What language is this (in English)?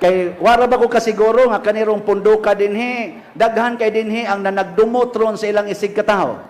Cebuano